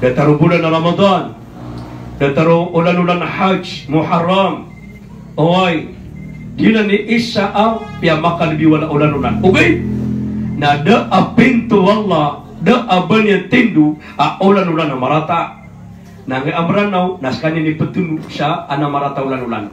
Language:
Maranao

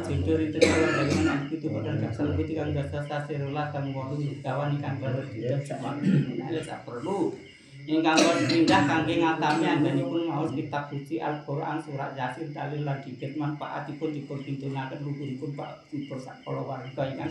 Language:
Javanese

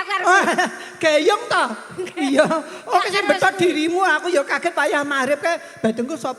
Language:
Javanese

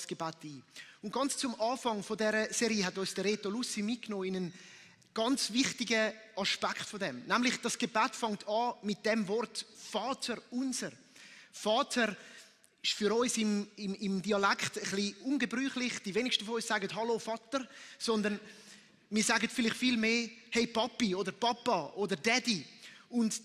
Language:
Swiss German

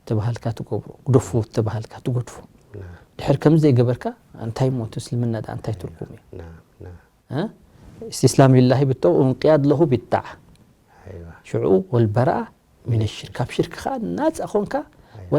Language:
Tigrinya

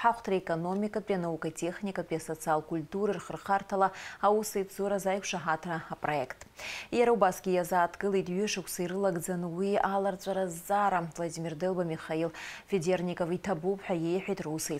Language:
Abkhazian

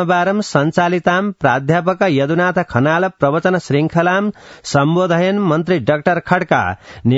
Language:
Sanskrit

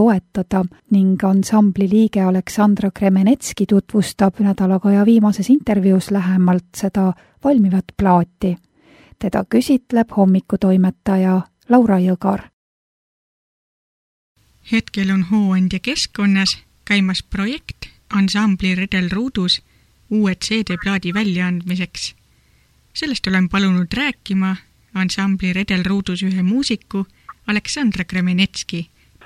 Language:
Estonian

